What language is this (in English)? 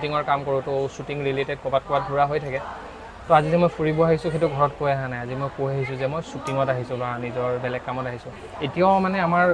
Assamese